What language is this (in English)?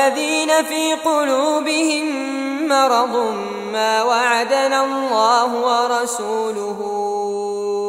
Arabic